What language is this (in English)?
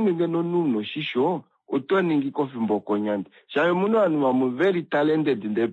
Kuanyama